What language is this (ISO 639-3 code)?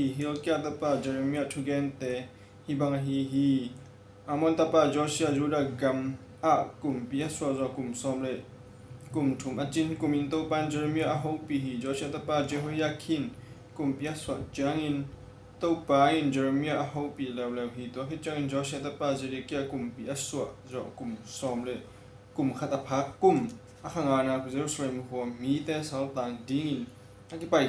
ctd